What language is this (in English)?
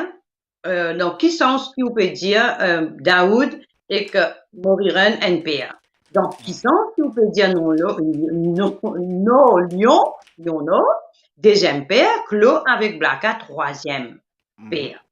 Morisyen